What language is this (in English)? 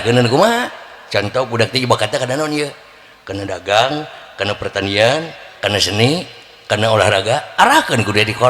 Sundanese